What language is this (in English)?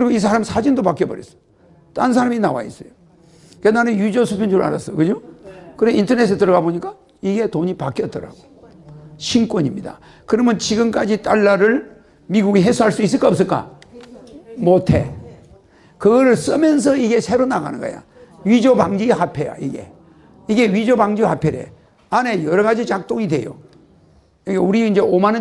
Korean